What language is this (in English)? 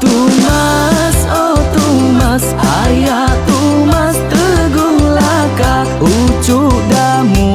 Iban